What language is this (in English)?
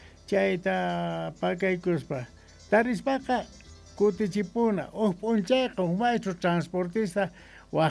South Bolivian Quechua